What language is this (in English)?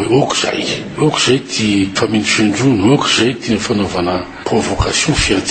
Malagasy